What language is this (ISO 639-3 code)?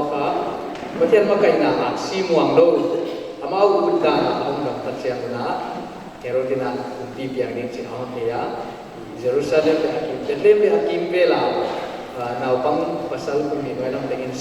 pck